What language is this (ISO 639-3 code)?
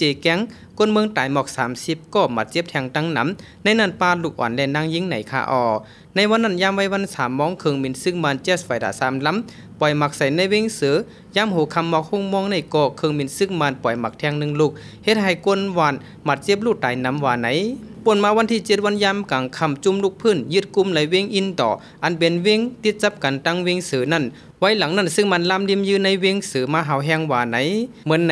shn